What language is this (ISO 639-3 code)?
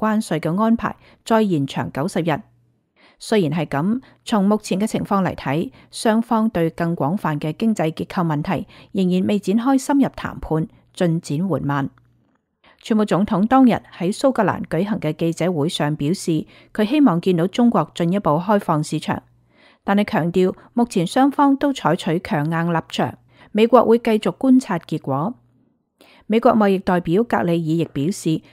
yue